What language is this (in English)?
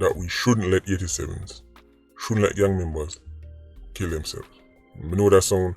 Jamaican Creole English